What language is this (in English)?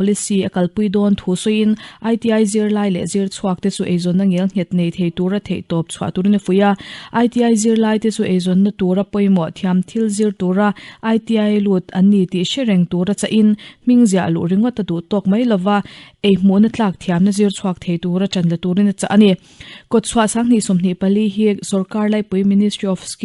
Mizo